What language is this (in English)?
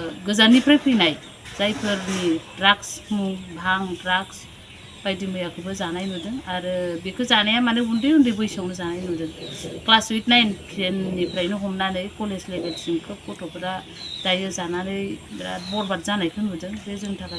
Bodo